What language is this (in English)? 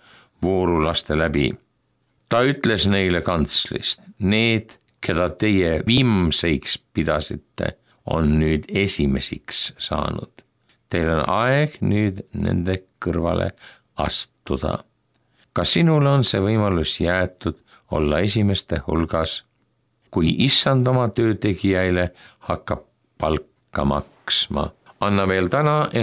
Estonian